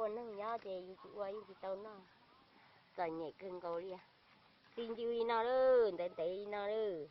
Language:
Hmong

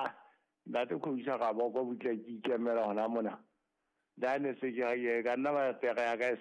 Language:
Southern Sotho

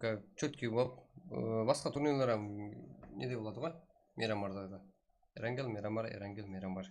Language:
Kara-Kalpak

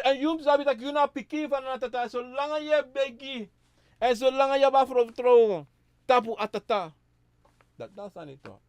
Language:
Sranan Tongo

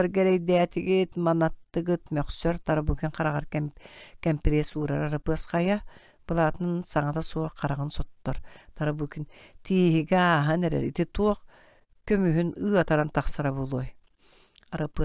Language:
Yakut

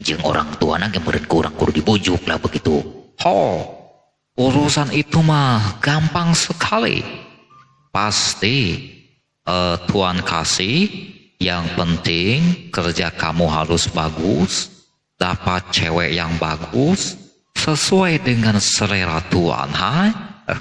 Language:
Sundanese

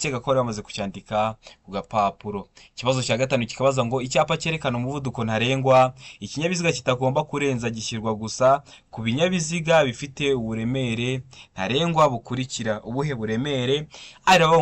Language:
Kinyarwanda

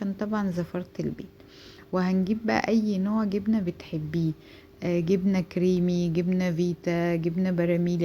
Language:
Egyptian Arabic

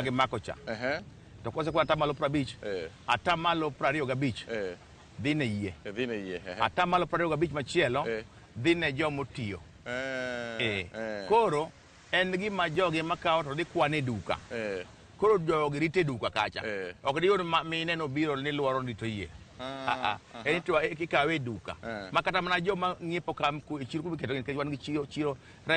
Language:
Luo (Kenya and Tanzania)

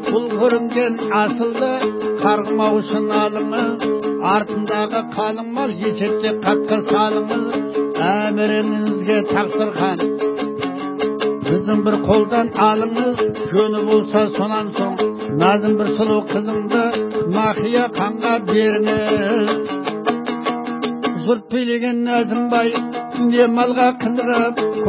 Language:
Kazakh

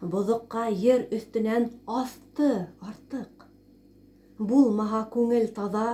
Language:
Bashkir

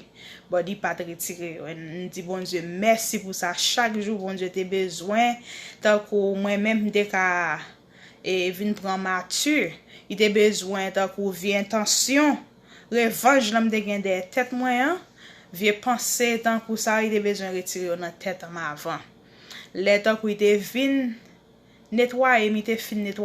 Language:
Haitian Creole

